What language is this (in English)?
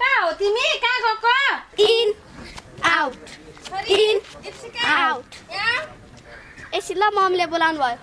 Nepali